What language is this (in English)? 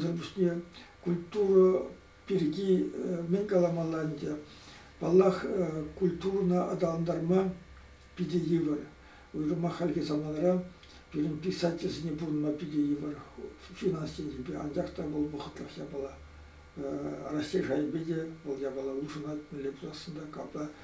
Chuvash